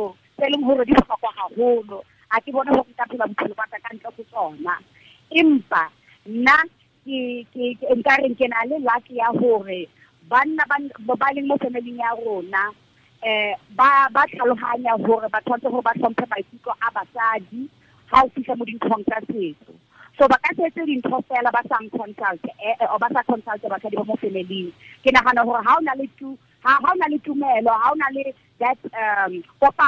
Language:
Tswana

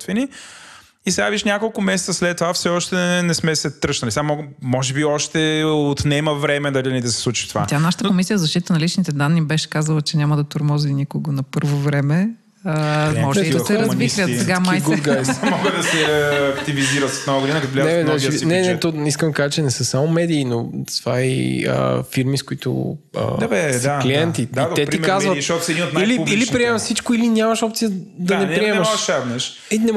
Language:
Bulgarian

